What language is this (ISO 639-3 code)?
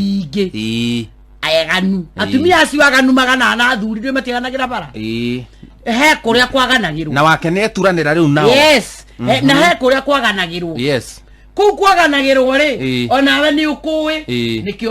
kik